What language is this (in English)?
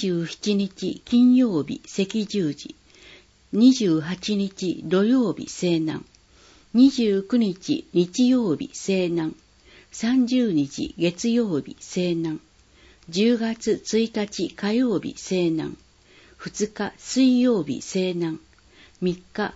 Japanese